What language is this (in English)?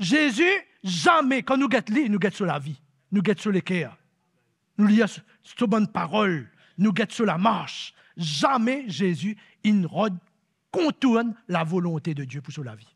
Morisyen